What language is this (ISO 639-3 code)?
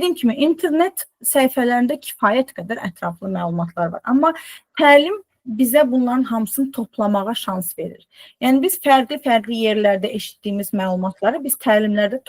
aze